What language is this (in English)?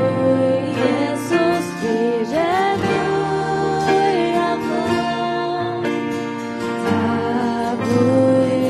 Faroese